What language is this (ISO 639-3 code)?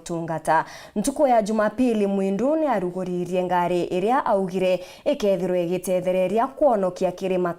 mer